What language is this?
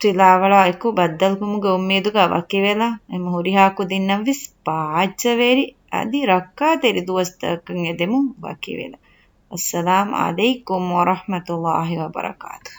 Divehi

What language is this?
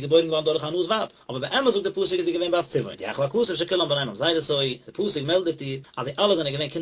Yiddish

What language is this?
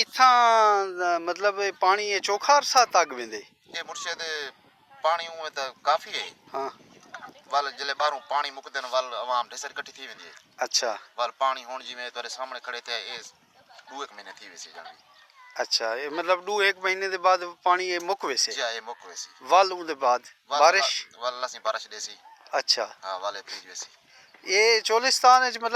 Saraiki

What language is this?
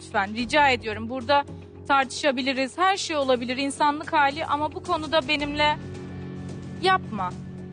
Turkish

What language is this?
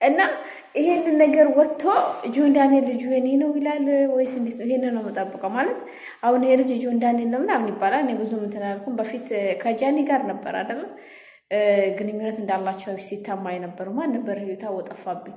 Amharic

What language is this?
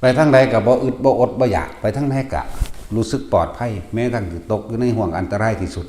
Northeastern Thai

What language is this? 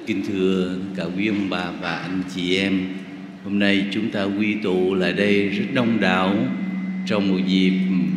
Vietnamese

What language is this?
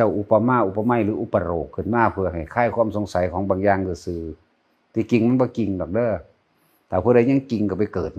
Northeastern Thai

